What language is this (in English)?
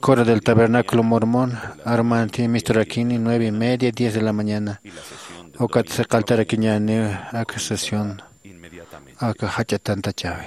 Aymara